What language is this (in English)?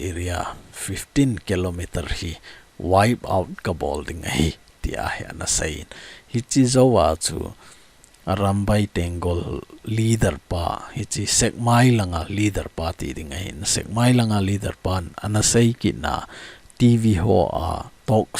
Thado Chin